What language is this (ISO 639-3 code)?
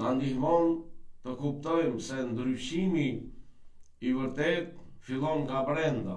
sqi